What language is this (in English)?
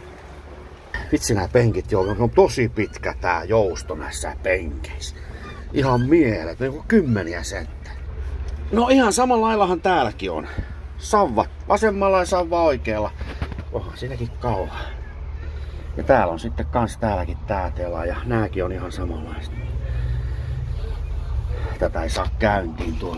Finnish